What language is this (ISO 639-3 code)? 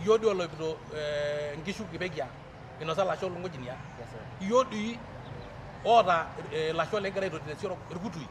mas